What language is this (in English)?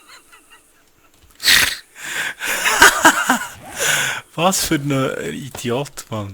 Swiss German